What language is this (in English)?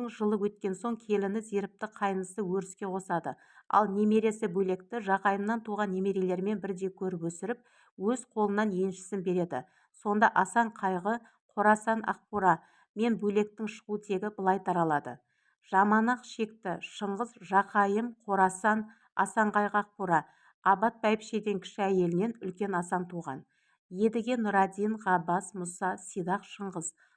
Kazakh